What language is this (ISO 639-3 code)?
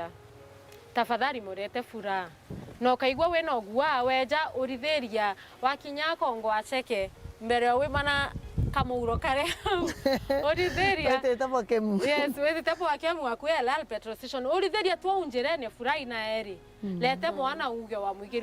mer